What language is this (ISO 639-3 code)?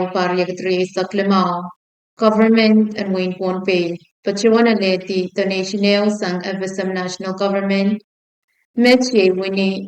pon